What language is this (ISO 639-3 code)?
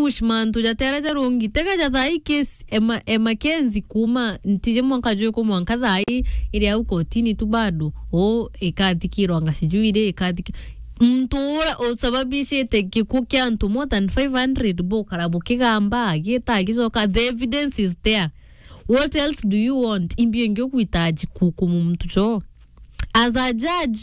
mer